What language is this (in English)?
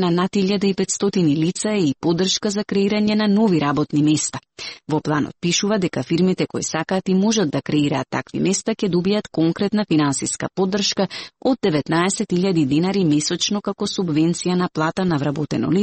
Macedonian